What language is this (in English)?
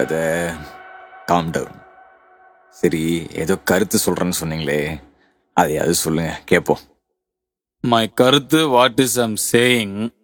Tamil